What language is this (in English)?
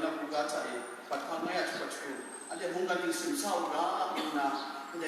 Kachin